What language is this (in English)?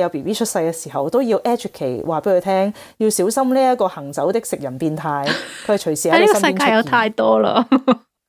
Cantonese